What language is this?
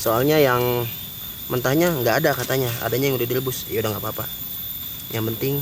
Betawi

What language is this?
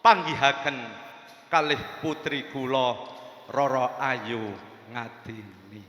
Javanese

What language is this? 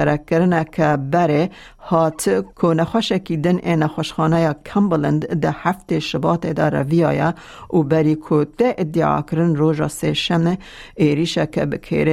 Kurdish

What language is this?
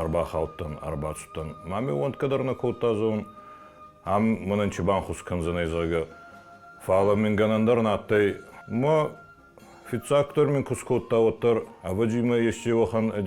Ossetic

